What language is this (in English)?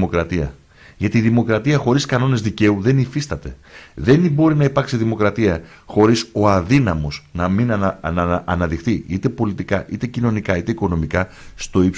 Greek